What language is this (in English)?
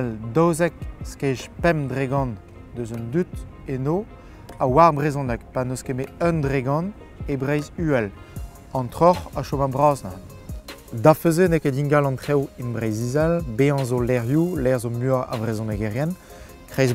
Breton